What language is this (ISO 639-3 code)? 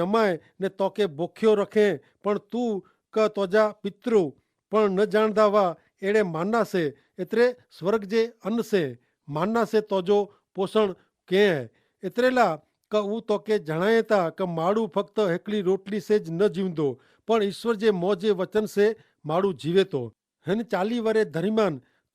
kfr